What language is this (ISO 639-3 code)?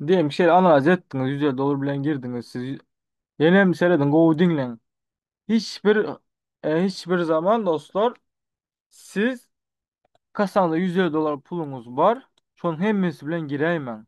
tuk